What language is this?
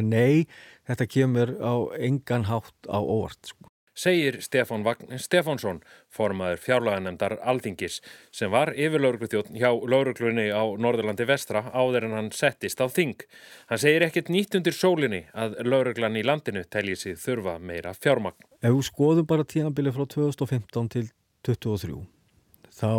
Icelandic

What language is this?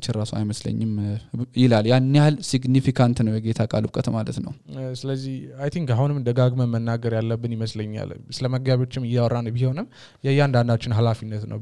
Amharic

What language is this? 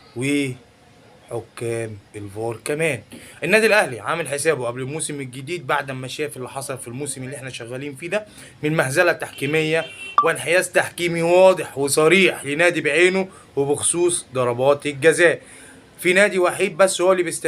Egyptian Arabic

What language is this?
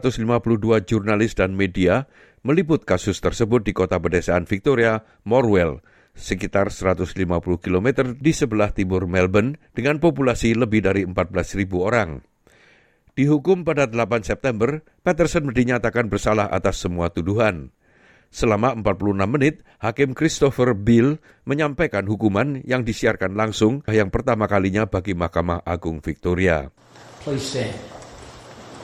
Indonesian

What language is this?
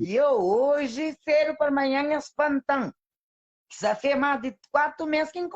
Kabuverdianu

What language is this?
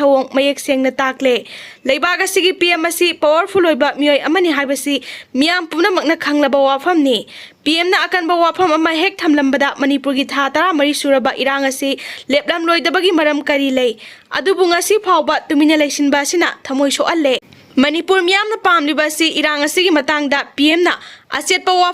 Manipuri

